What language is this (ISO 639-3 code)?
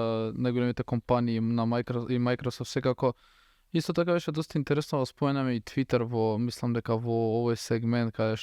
mkd